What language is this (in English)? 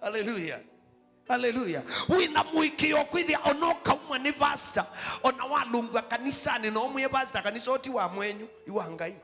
Kamba